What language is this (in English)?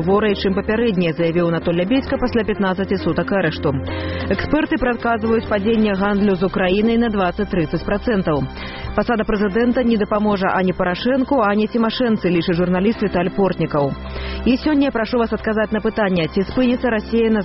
Belarusian